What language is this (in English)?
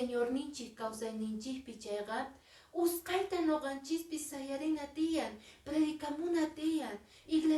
Quechua